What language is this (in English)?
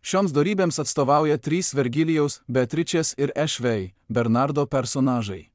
Lithuanian